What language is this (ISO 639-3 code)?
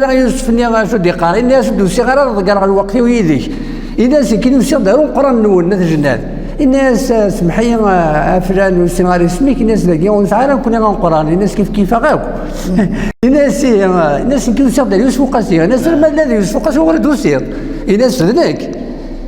kab